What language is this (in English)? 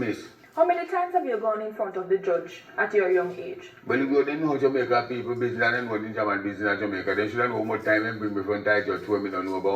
Jamaican Creole English